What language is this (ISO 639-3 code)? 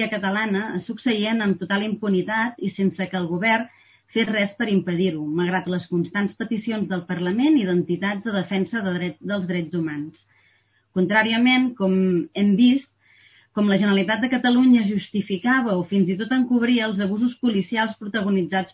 cat